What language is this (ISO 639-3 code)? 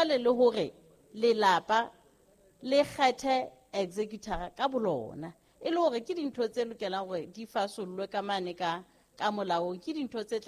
sot